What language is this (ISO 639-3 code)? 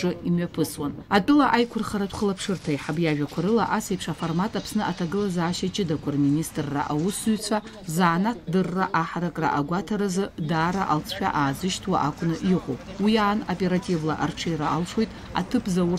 abk